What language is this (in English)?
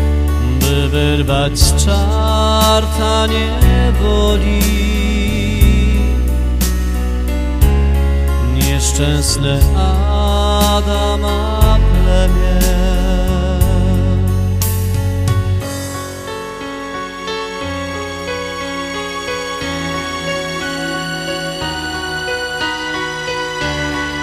Polish